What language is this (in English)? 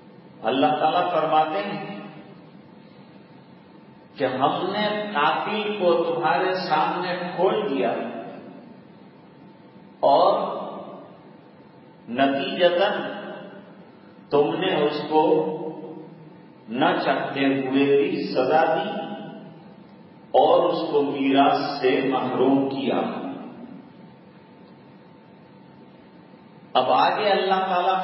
Urdu